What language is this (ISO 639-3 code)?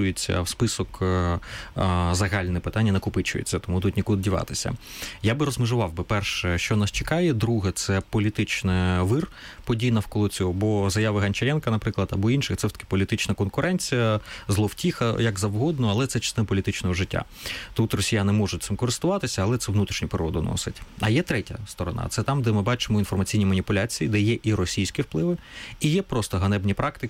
ukr